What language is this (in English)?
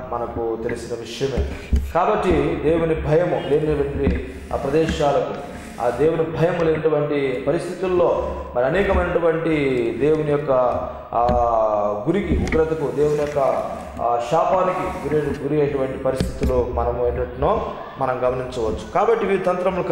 Telugu